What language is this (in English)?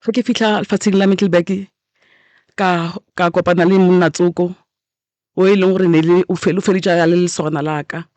Northern Sotho